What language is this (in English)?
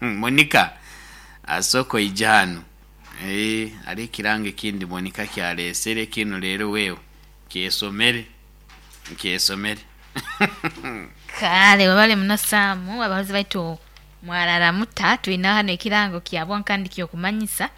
Nyoro